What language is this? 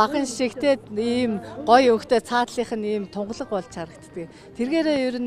Mongolian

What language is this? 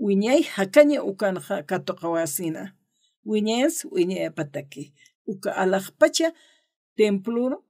Aymara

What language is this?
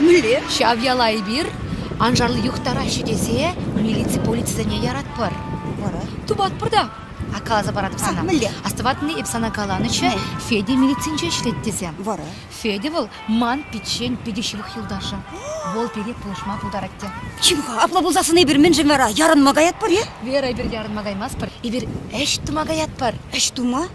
Chuvash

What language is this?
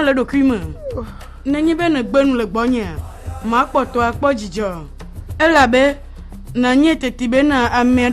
Ewe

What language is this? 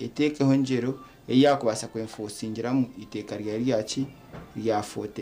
Nyankole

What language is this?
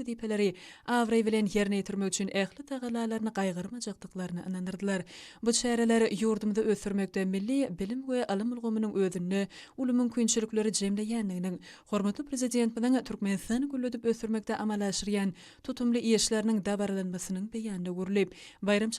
Turkmen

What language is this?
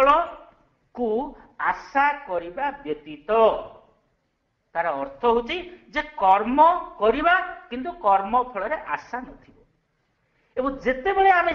Odia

